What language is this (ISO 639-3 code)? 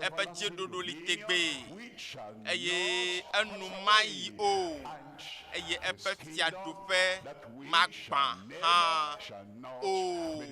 ewe